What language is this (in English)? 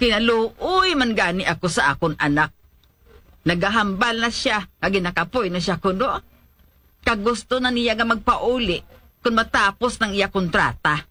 Hiligaynon